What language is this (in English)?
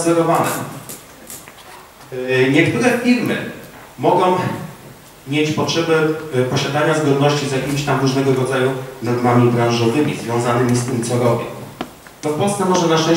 Polish